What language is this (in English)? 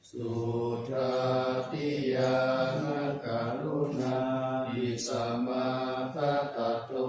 Pali